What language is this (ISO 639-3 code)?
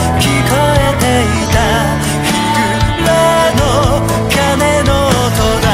jpn